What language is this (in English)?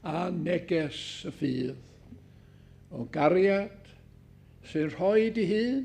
Welsh